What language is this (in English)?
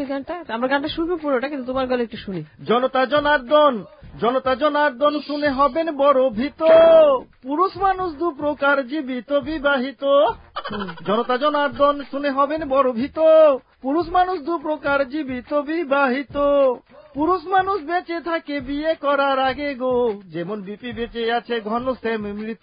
Bangla